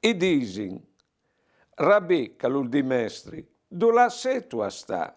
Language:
Friulian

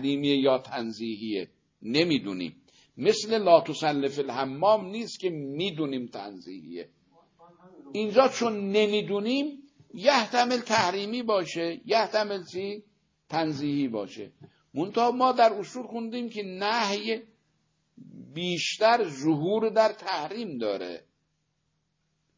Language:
Persian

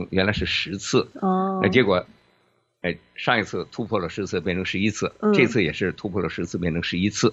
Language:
Chinese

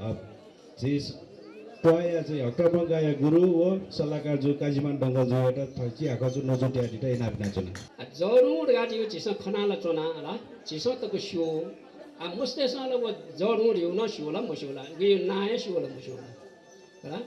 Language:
Newari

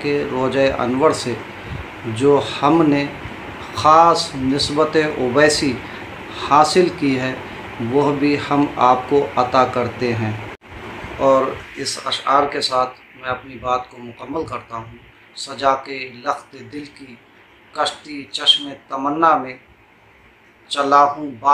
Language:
Urdu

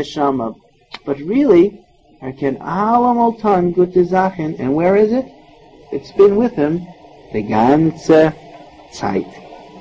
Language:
Yiddish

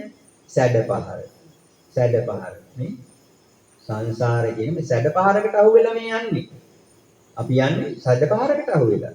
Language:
Sinhala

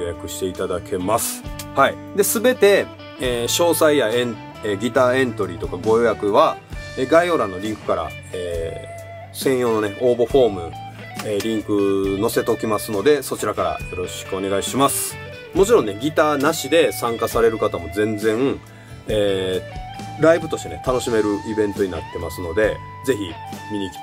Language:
Japanese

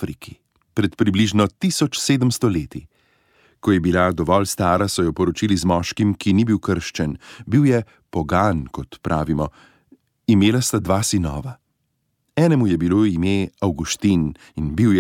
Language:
Slovenian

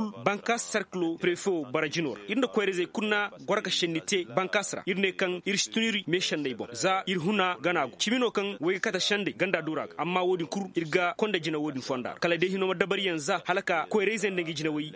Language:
Koyraboro Senni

